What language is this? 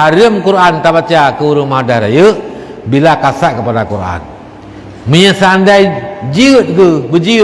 Achinese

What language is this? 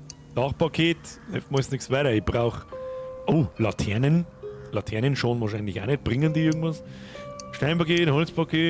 Bavarian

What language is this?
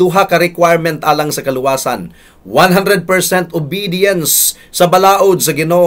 Cebuano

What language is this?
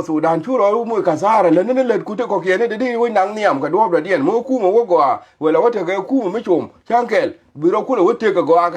Nuer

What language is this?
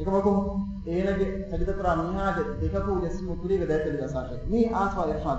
Divehi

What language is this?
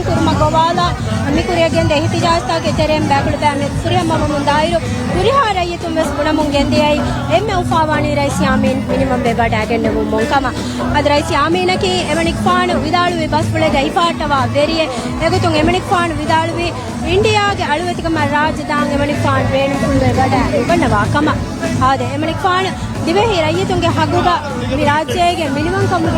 Divehi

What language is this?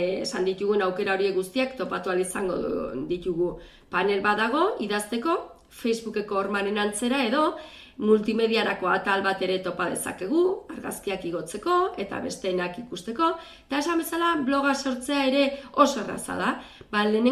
Basque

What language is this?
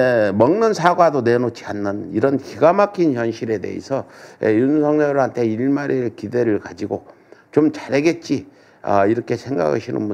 Korean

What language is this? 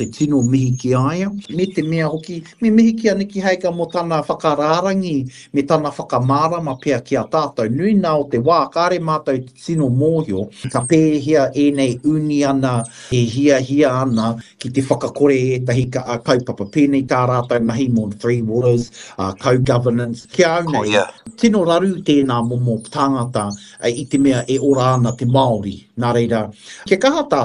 Māori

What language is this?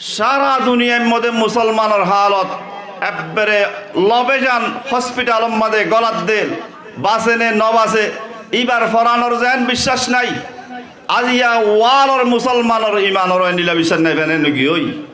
Rohingya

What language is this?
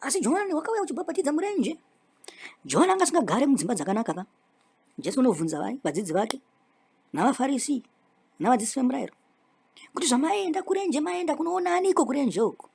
Shona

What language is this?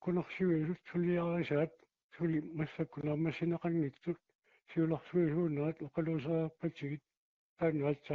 Kalaallisut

